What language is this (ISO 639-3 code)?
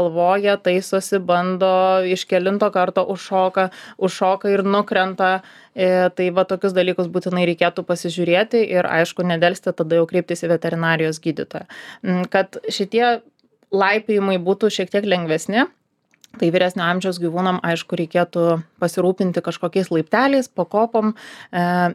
lit